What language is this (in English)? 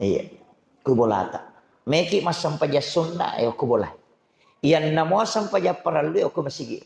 Buginese